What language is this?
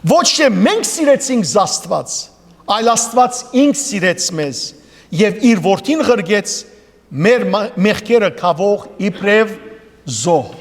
Western Armenian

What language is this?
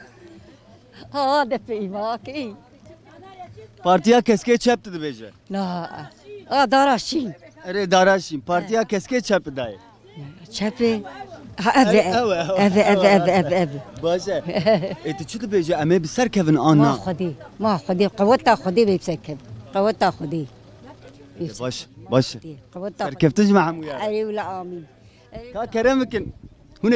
Kurdish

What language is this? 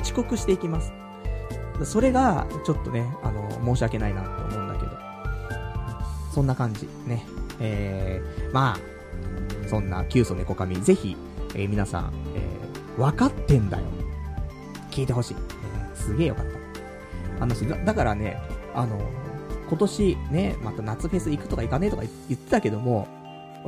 Japanese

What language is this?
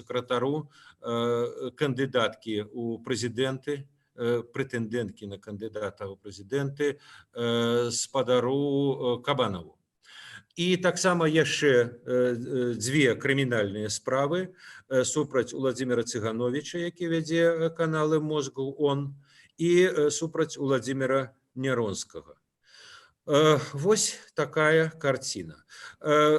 Belarusian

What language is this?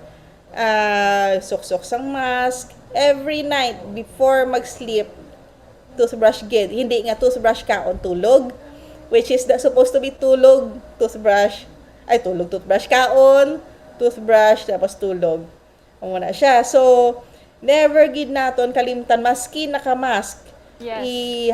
Hiligaynon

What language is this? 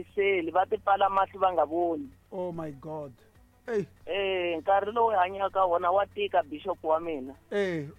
Tsonga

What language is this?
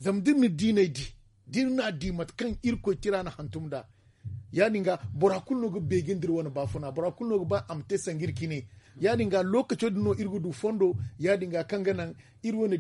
Zarma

